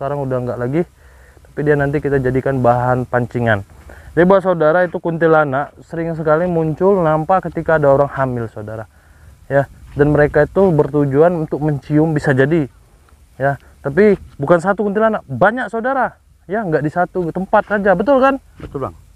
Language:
Indonesian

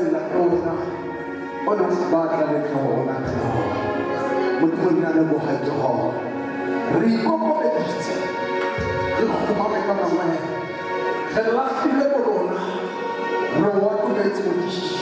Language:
Southern Sotho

